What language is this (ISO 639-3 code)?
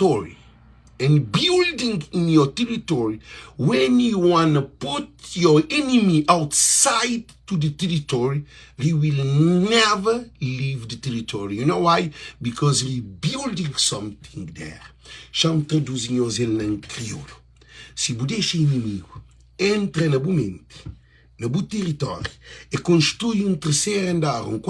kea